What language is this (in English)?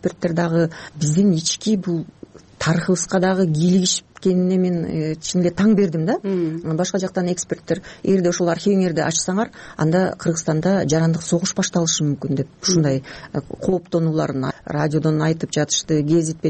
Kyrgyz